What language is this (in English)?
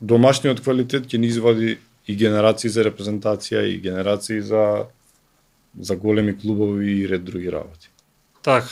Macedonian